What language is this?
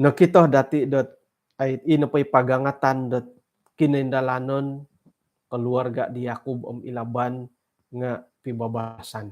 Central Dusun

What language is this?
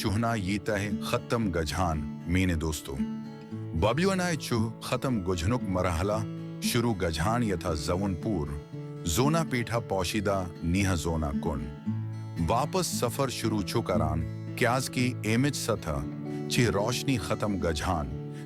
Kashmiri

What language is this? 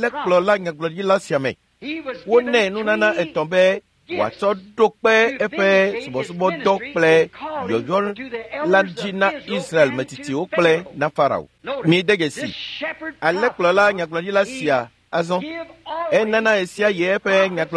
Ewe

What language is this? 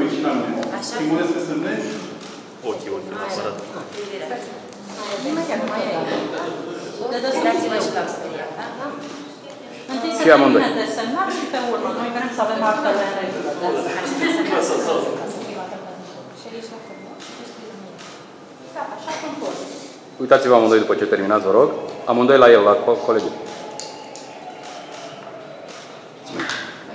Romanian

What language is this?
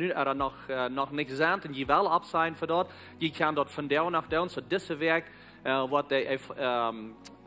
Plautdietsch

